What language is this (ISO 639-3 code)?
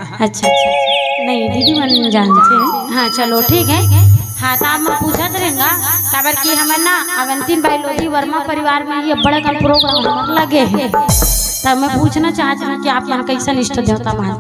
hne